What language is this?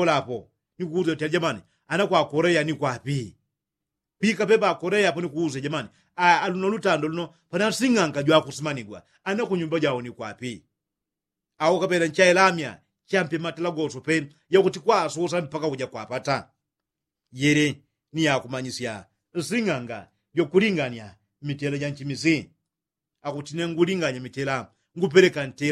Yao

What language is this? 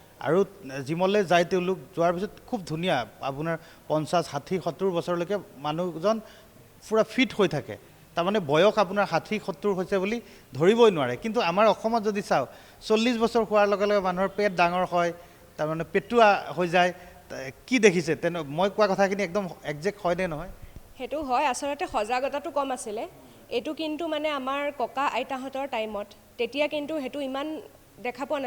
Assamese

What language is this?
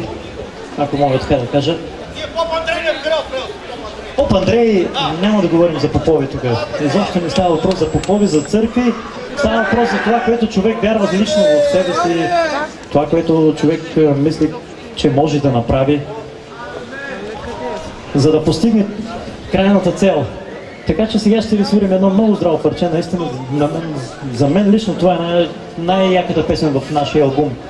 Bulgarian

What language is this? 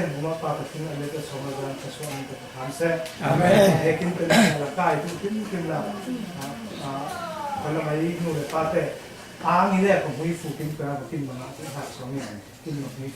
Falam Chin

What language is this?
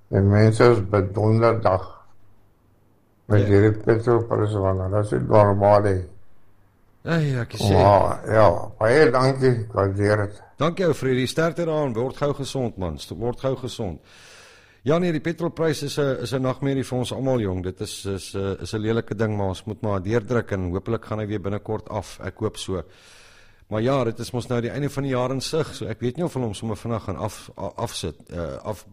Afrikaans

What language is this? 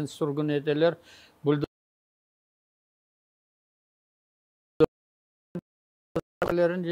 Crimean Tatar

